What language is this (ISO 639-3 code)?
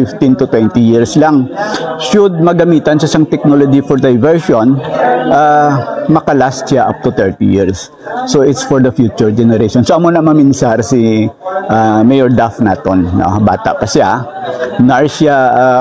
hil